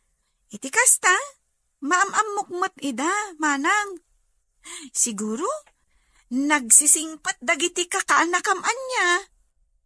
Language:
Iloko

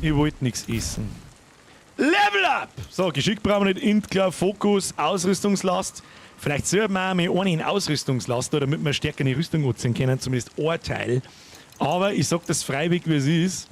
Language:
Bavarian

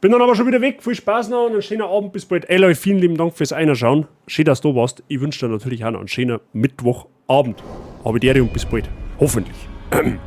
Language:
Bavarian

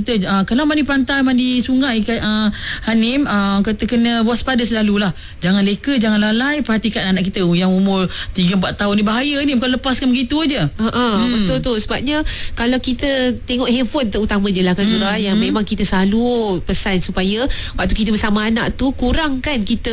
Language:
Malay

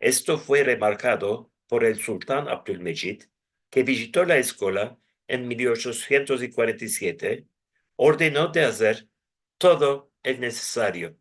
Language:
Ladino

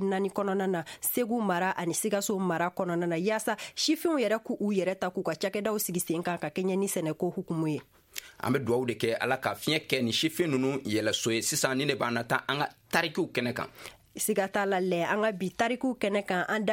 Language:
Bambara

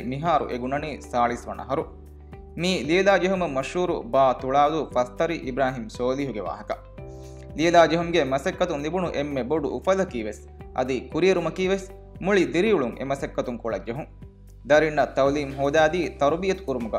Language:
Divehi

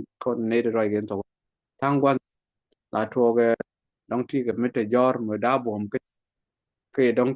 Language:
Nuer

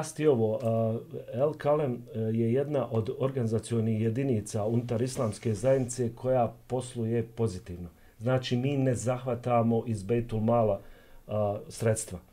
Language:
Bosnian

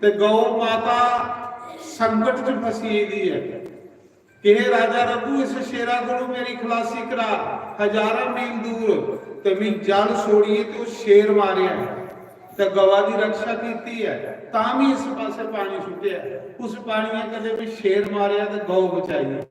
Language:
Dogri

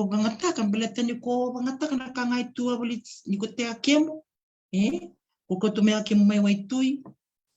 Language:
Fijian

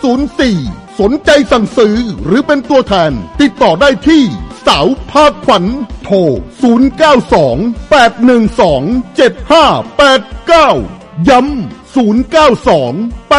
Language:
Thai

